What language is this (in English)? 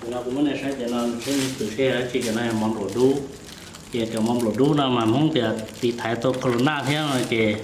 Hmong